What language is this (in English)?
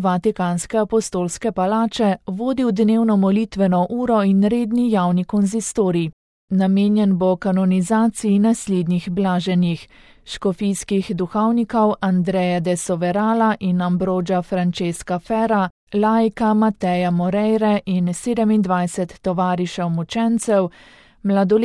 Slovenian